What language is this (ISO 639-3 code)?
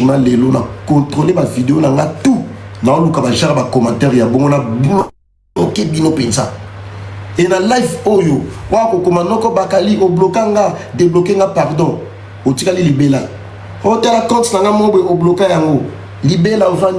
lin